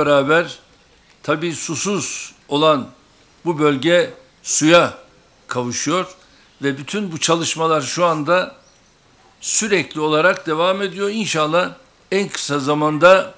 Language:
Turkish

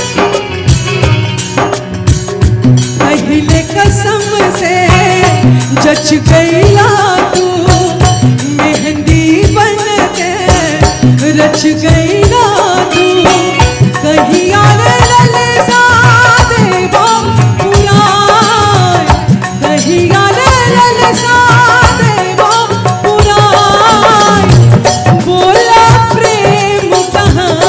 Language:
Bhojpuri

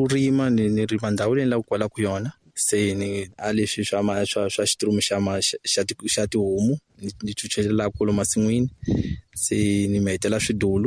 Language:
Tsonga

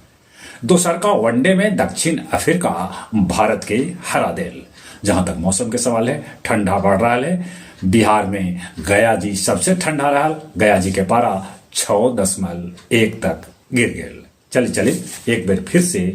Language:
Magahi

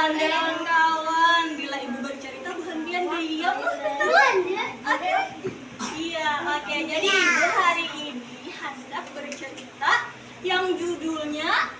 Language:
Banjar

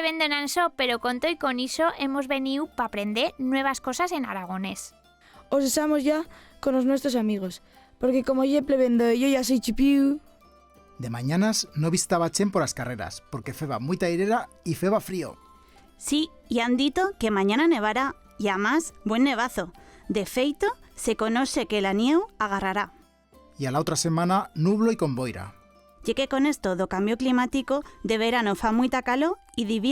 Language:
Aragonese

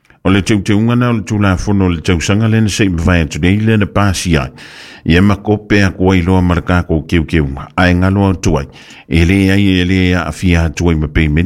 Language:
Samoan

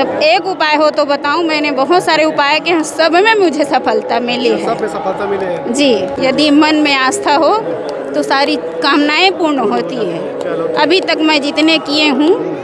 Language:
Chhattisgarhi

